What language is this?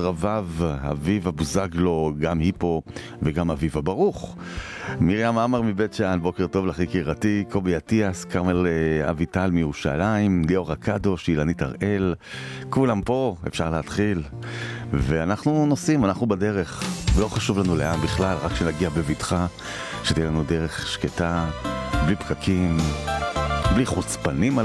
Hebrew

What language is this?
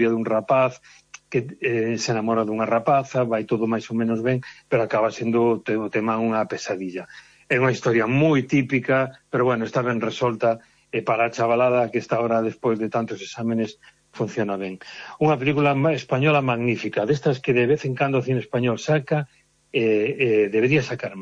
Galician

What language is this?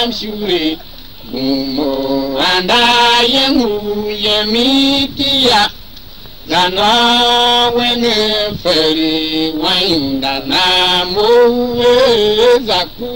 Tiv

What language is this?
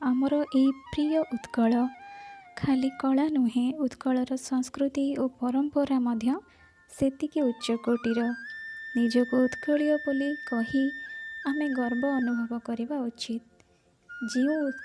Odia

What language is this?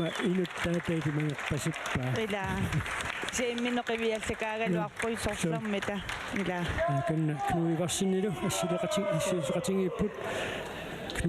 Kalaallisut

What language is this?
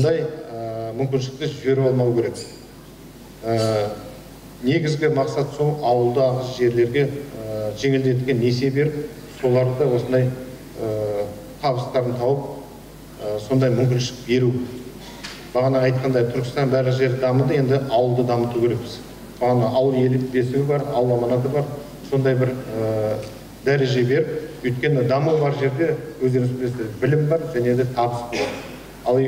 Kazakh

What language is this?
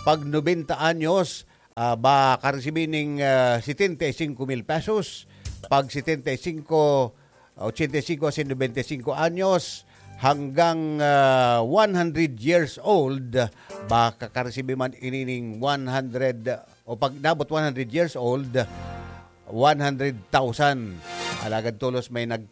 Bikol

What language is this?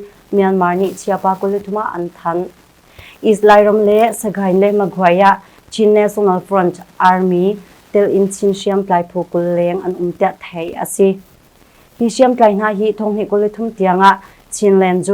Hakha Chin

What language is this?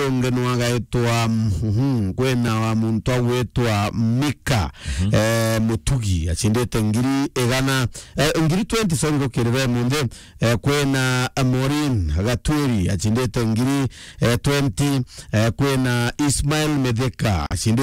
Meru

